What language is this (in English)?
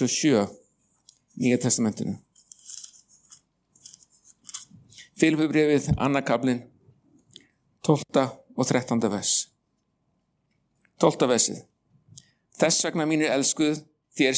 Icelandic